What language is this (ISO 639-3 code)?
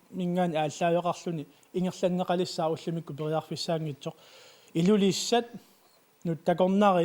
kal